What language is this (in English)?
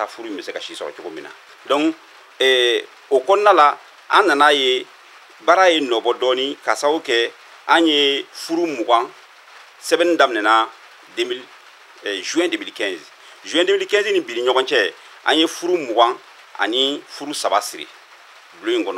Bambara